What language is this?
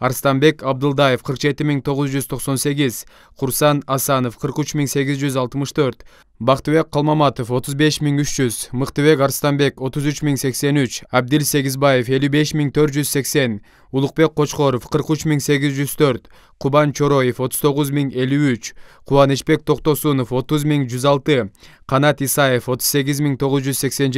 Kyrgyz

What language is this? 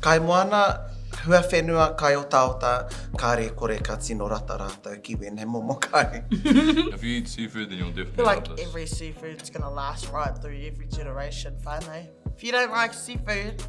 Māori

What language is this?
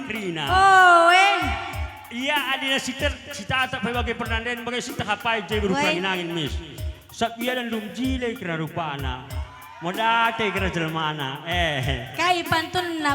Batak Karo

